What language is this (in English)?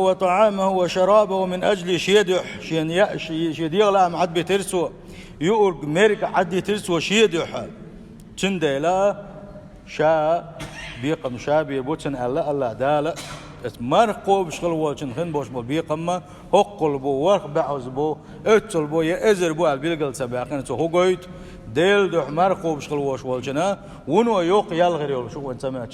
Chechen